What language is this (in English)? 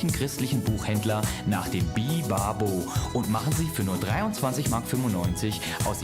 Swiss German